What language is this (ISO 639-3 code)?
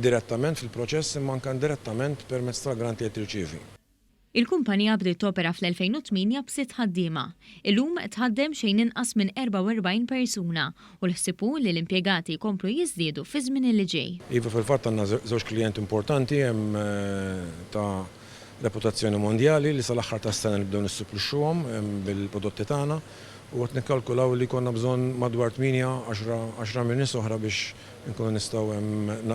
mlt